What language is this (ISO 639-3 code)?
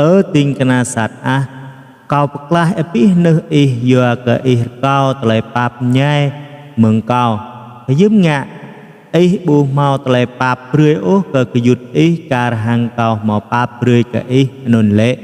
jra